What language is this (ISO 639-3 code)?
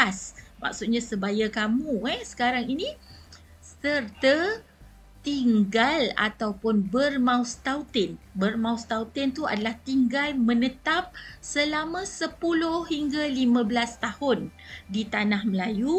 msa